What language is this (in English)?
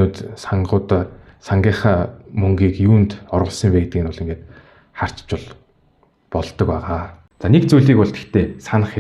Mongolian